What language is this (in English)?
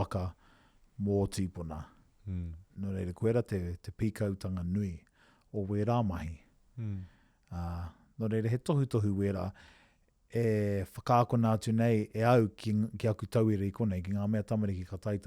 Māori